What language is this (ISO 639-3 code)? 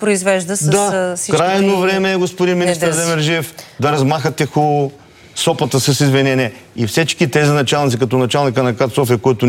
bul